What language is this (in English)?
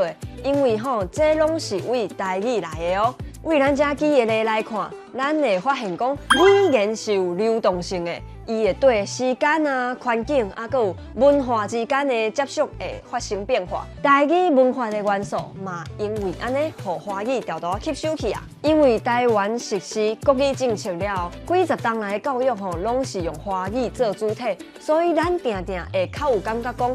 Min Nan Chinese